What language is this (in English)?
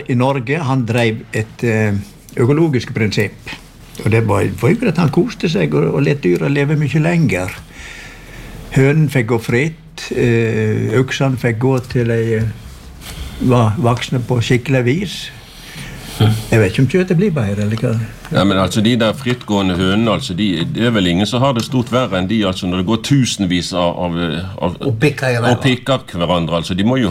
Norwegian